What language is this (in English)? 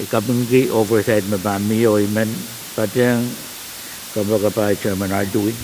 Pohnpeian